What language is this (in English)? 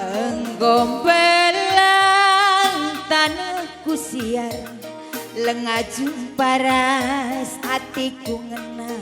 Batak Karo